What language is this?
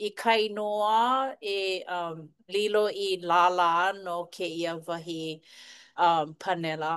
Hawaiian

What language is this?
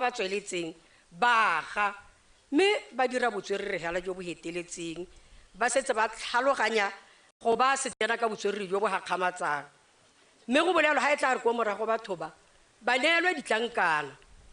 Tswana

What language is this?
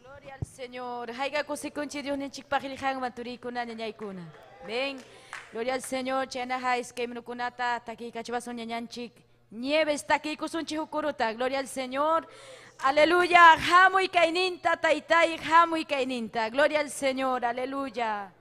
Ayacucho Quechua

